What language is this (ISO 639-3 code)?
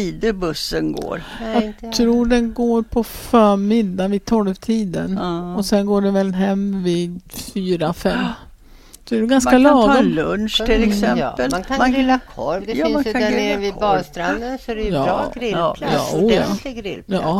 swe